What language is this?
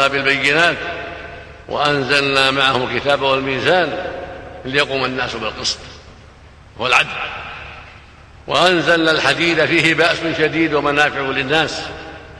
Arabic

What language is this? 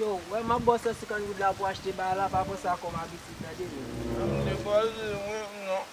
Haitian Creole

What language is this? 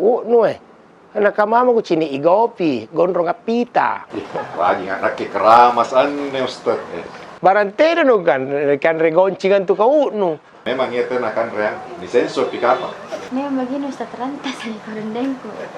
Makassar Malay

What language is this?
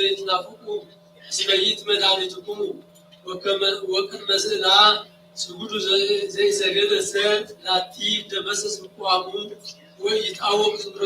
Geez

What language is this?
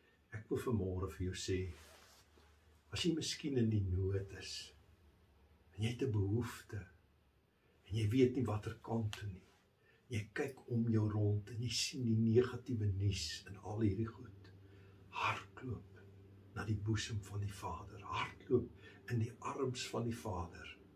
Afrikaans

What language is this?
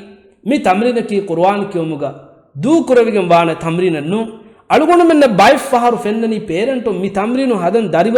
Divehi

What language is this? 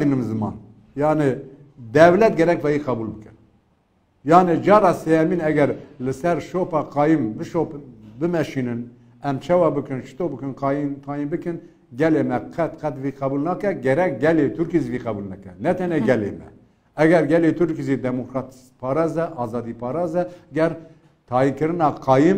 Kurdish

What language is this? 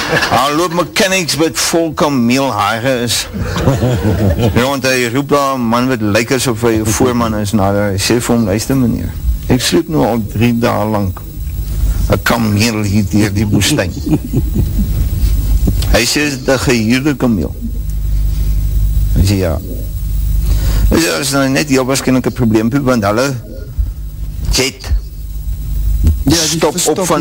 Afrikaans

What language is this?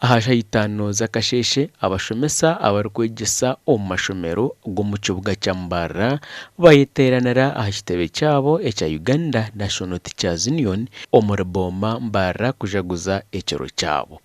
Nyankole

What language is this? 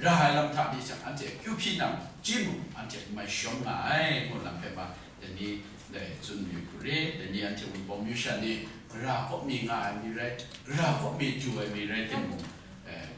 Kachin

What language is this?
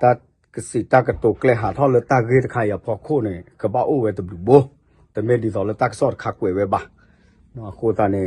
S'gaw Karen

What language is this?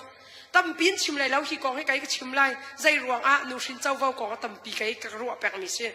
Hakha Chin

